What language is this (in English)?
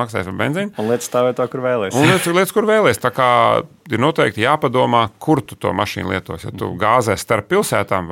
Latvian